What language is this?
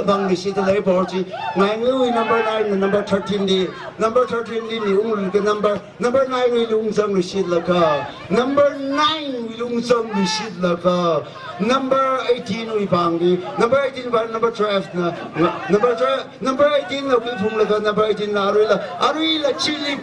Tangkhul Naga (India)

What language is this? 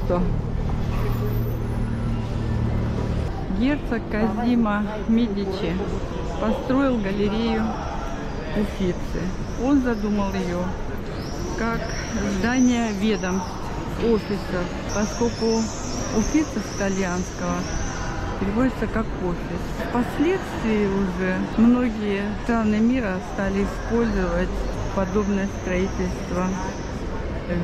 Russian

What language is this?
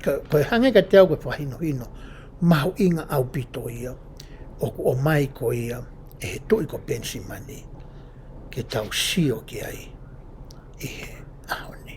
Tongan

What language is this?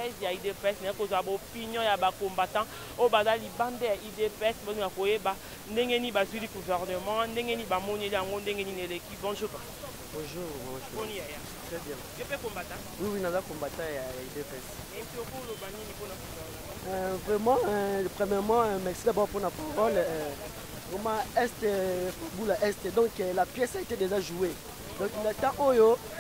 Lingala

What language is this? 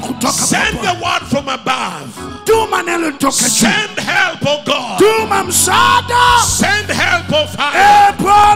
Swahili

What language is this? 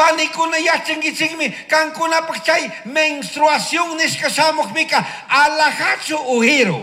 Chimborazo Highland Quichua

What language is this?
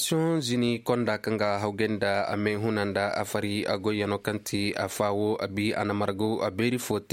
Koyraboro Senni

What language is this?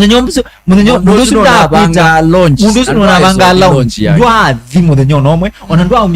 Kamba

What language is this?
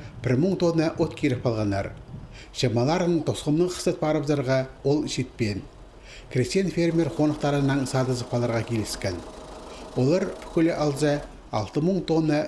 Khakas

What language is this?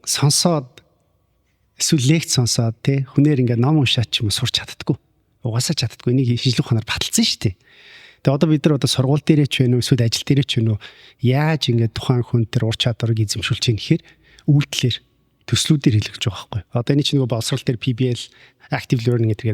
Mongolian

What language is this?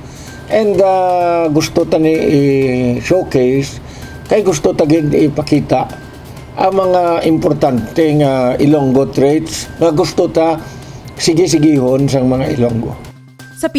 Hiligaynon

